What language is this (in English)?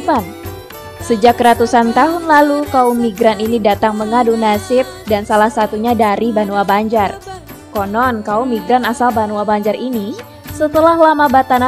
Banjar